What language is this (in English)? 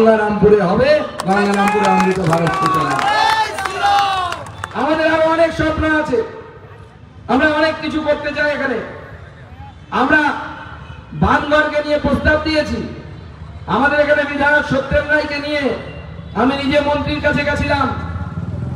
Bangla